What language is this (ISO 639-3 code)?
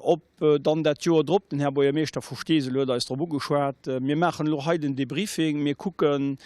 ltz